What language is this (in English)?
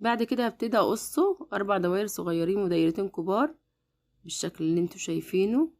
Egyptian Arabic